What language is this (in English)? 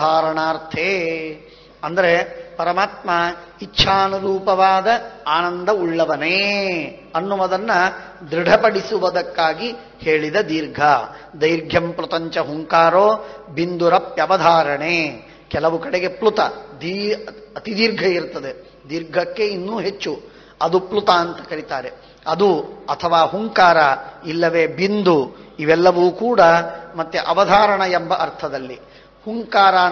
Kannada